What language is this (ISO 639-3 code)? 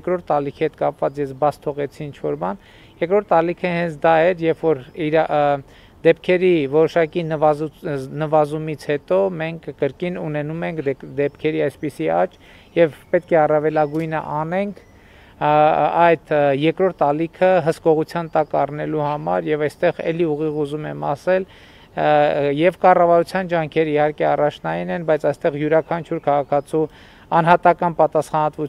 hye